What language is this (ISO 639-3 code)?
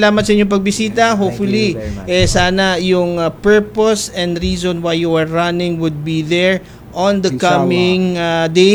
fil